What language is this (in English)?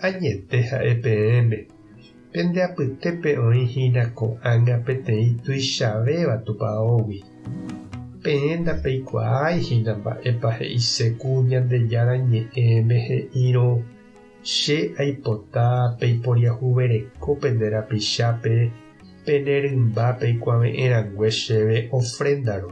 Guarani